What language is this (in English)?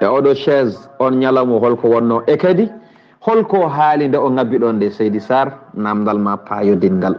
Fula